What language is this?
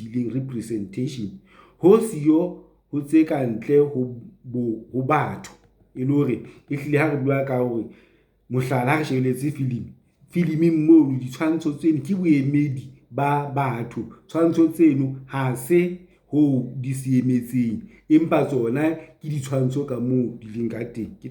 Southern Sotho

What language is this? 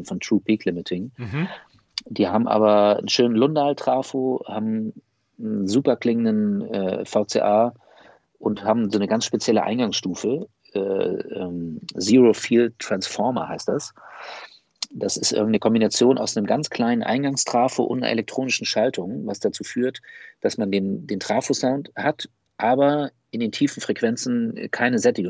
German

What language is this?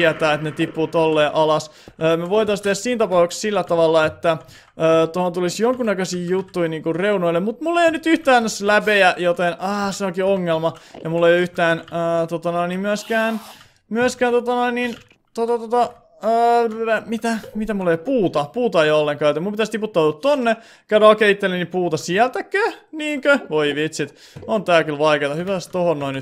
Finnish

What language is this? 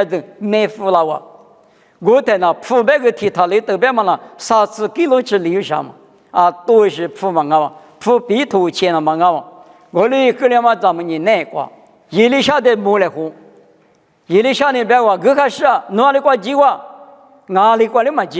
Lisu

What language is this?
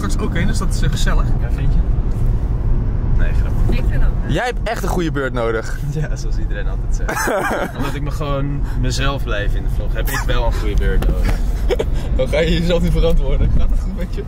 Dutch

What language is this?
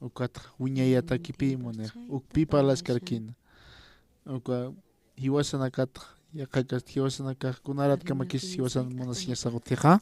Aymara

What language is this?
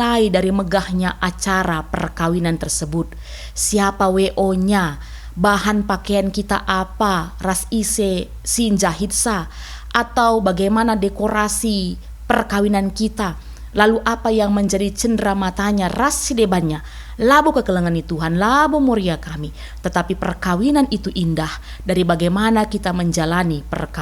Batak Karo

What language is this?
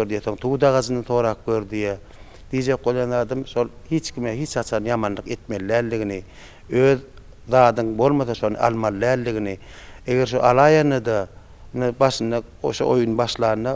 Turkmen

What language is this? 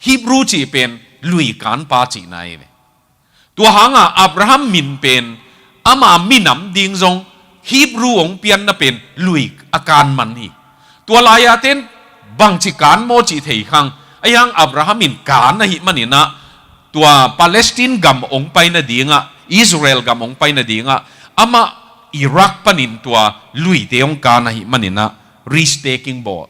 Tedim Chin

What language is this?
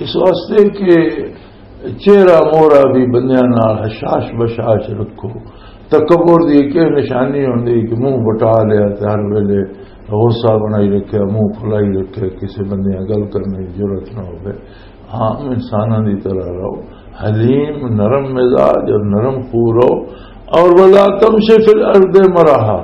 Western Panjabi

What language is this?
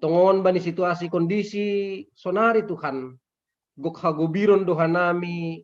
Batak Simalungun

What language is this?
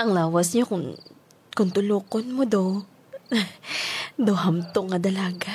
Hiligaynon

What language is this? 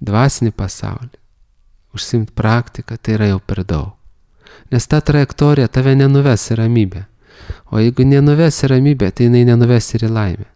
Lithuanian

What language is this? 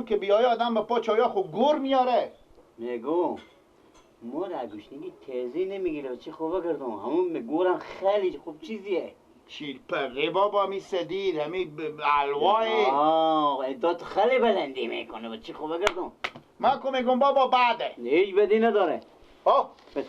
Persian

